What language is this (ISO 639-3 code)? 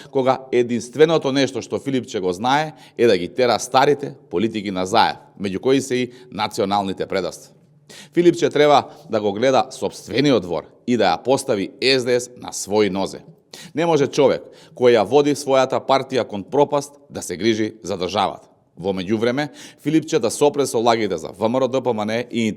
mkd